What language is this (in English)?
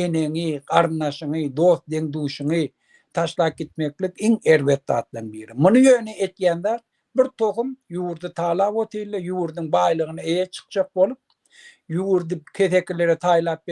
Turkmen